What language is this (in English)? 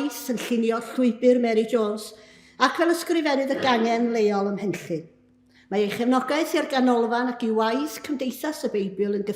Welsh